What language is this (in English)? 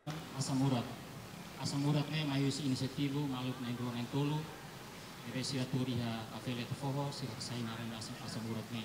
Tetum